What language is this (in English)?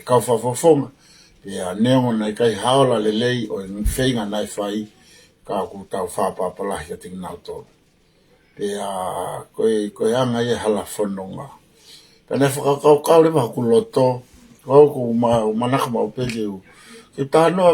Tongan